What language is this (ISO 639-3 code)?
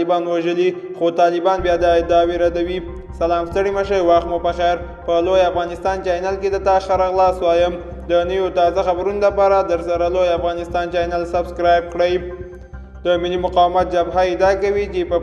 pus